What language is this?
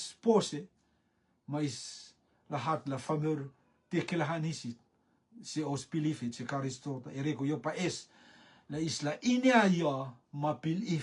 Rotuman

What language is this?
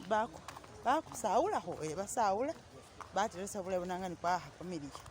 Masaaba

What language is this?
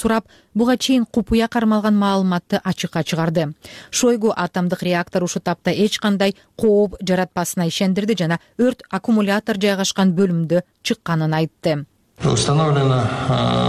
Kyrgyz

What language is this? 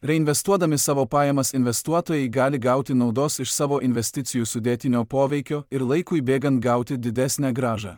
Lithuanian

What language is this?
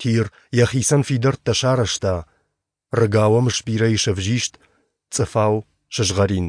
Ossetic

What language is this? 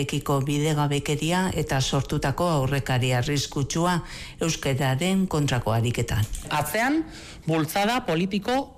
Basque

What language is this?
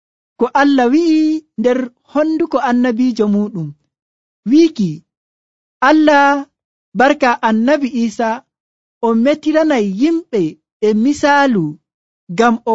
Nigerian Fulfulde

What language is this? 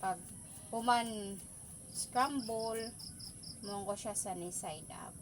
Waray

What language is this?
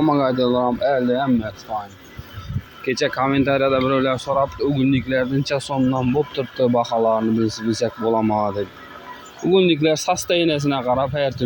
Uzbek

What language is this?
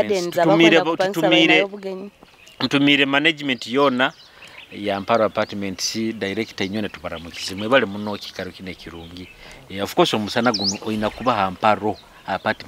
Nyoro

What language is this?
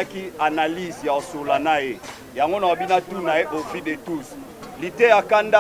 Lingala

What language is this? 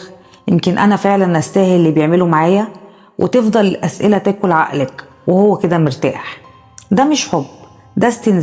Egyptian Arabic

